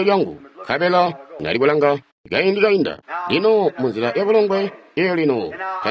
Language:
Tonga (Zambia)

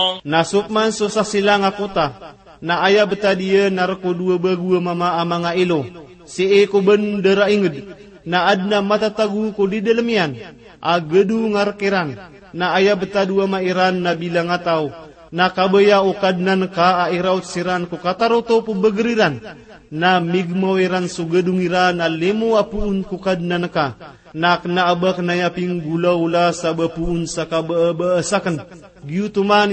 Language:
Maranao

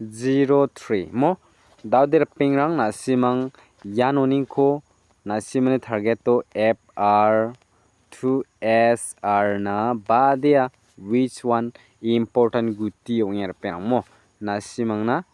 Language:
Garo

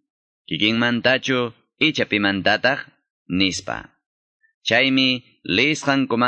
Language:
Quechua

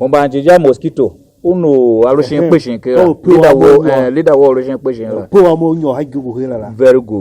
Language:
Tiv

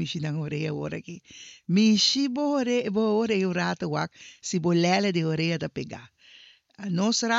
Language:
Papiamento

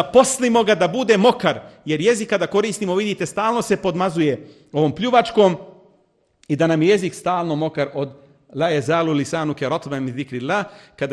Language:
Bosnian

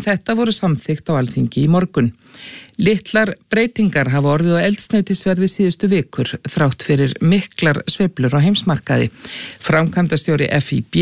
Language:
Icelandic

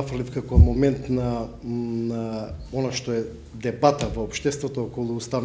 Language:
Macedonian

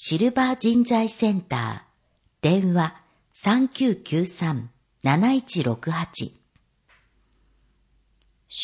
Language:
Japanese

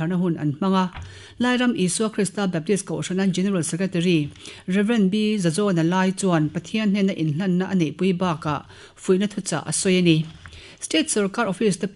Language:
Mizo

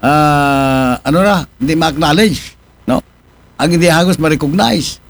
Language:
Aklanon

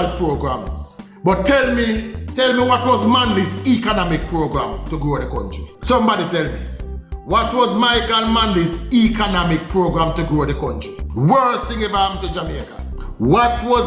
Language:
Jamaican Creole English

